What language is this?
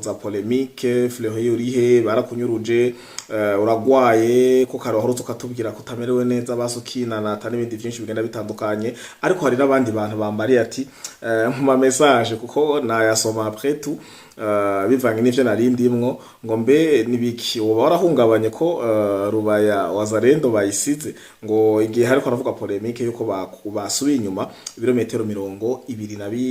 Rundi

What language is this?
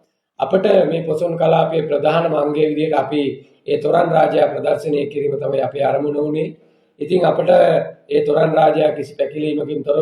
Sinhala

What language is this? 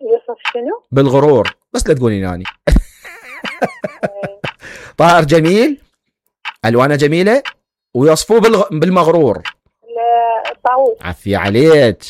Mesopotamian Arabic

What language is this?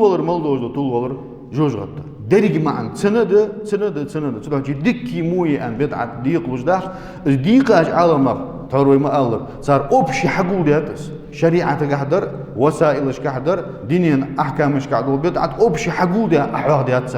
Ingush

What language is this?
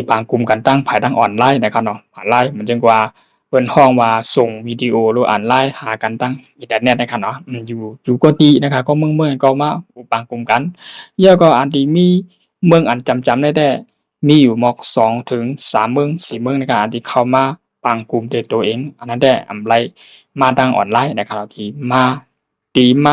Shan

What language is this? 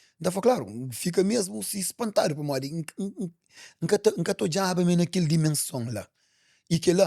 Kabuverdianu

